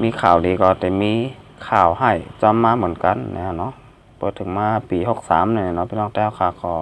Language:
Shan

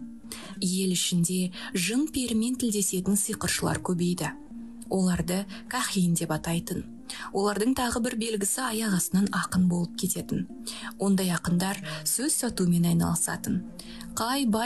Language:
Kazakh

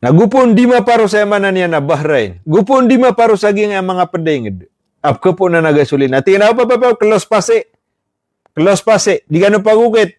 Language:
Maranao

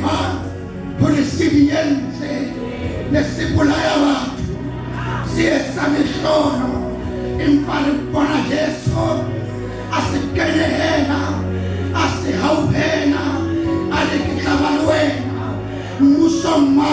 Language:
Southern Sotho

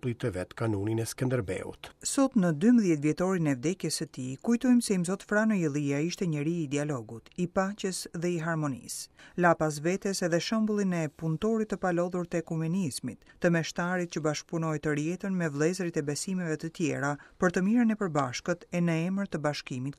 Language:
Albanian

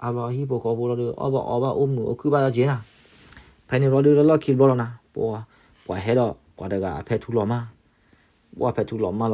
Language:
S'gaw Karen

